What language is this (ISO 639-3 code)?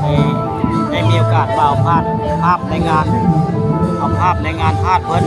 tts